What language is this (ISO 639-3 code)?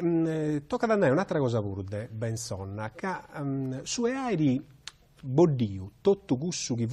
srd